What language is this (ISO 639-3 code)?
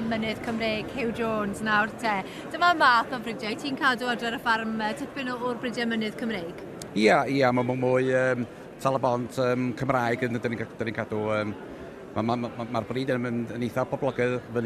cym